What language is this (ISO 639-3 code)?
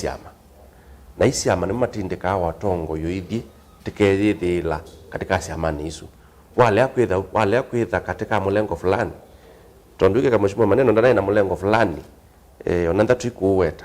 kam